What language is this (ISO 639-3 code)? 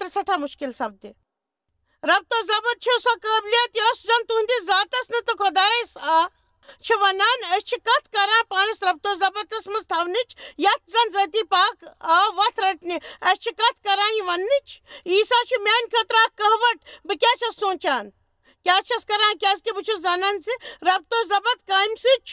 kas